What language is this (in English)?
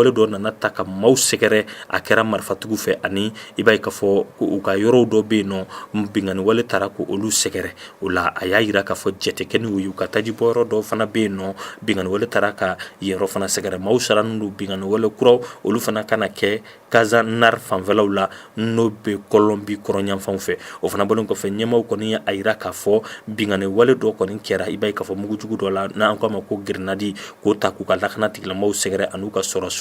Bambara